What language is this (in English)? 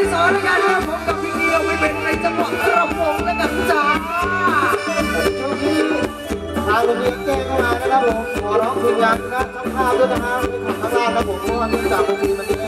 Thai